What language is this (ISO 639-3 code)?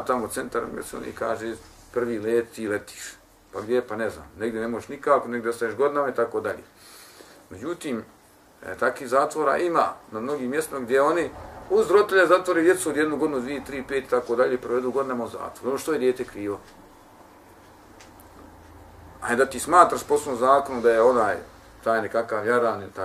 bos